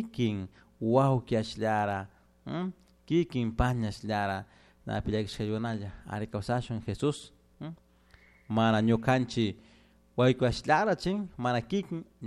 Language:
Chimborazo Highland Quichua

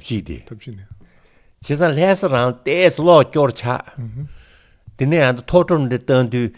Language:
Tibetan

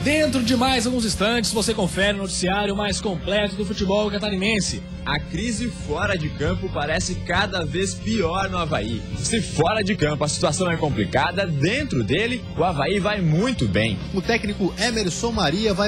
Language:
Portuguese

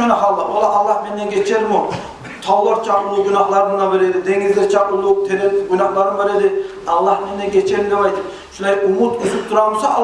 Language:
Kumyk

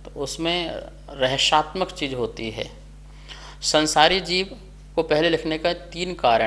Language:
Hindi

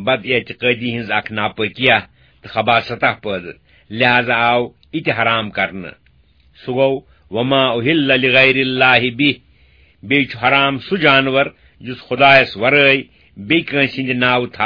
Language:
Kashmiri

